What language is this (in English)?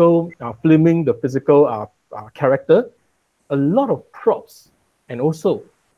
Malay